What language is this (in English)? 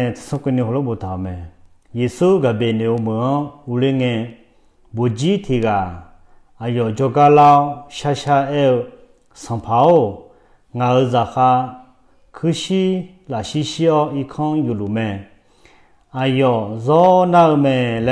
Akha